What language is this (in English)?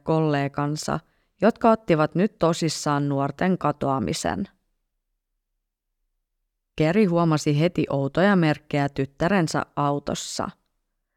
Finnish